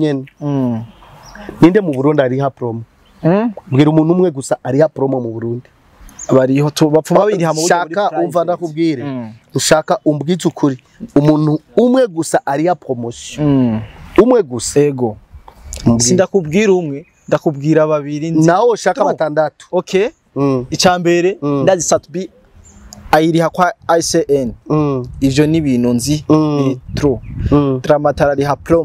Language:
Rundi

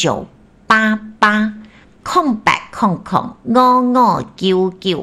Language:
Min Nan Chinese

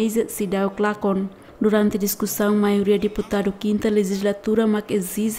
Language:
Tetum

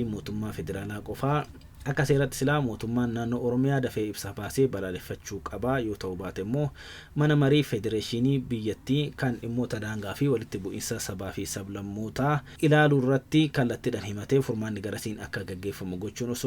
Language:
Oromo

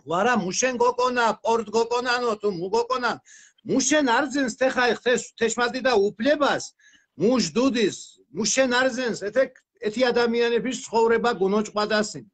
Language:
Mingrelian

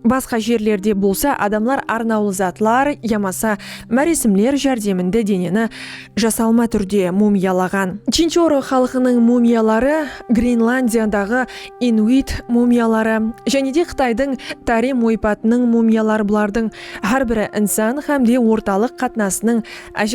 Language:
Kara-Kalpak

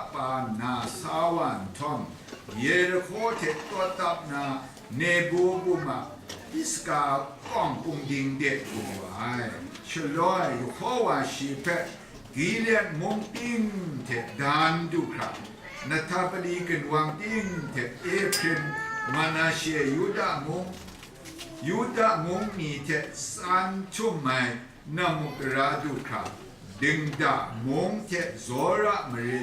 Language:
Kachin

